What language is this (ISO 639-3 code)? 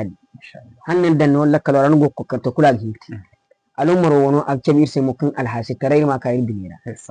dje